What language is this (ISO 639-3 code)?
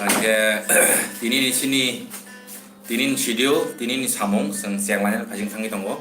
trp